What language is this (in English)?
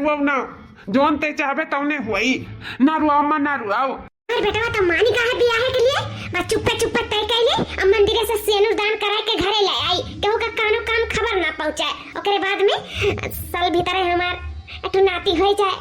Awadhi